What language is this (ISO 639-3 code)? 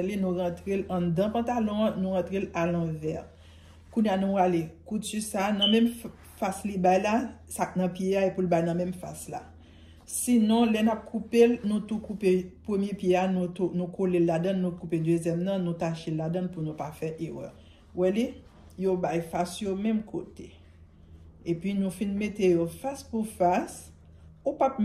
hat